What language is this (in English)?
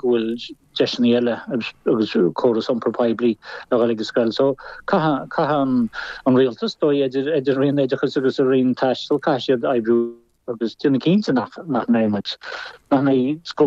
Irish